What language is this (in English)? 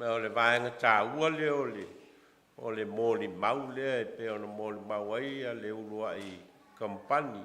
Samoan